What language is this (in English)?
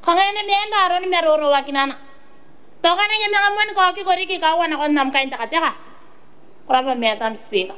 Gilbertese